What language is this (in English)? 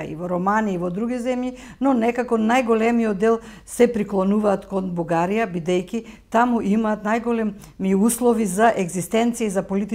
Macedonian